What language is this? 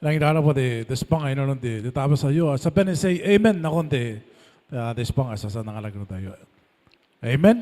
Gilbertese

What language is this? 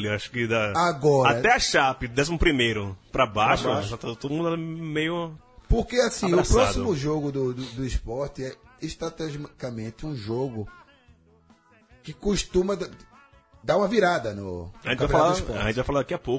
Portuguese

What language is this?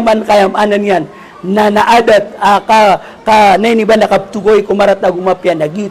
Maranao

